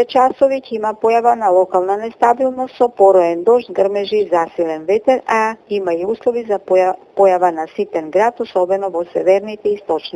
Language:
Macedonian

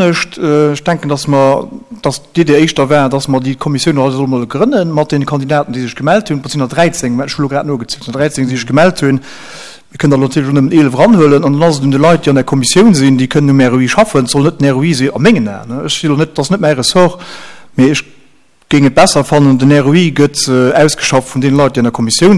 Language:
Luxembourgish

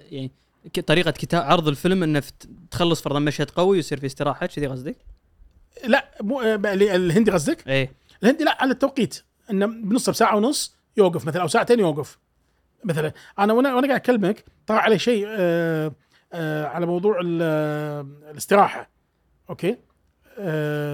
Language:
Gulf Arabic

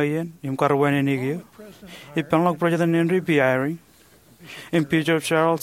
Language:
Marshallese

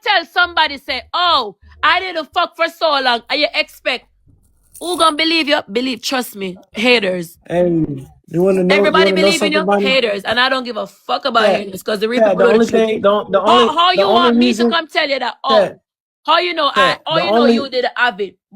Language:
Jamaican Creole English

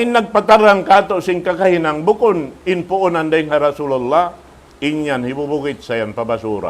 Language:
Tausug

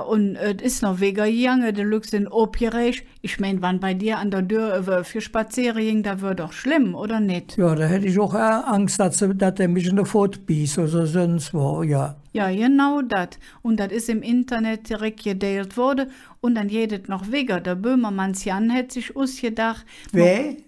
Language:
Colognian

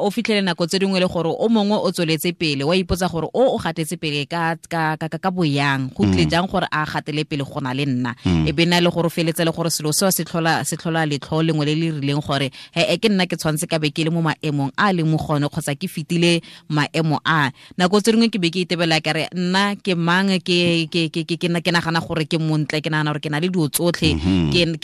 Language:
Tswana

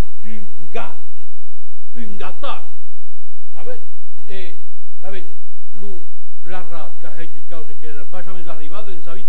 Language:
Occitan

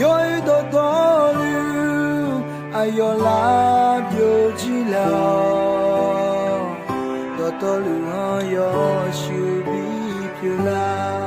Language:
Akha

